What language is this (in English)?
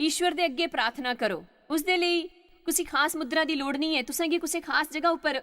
Dogri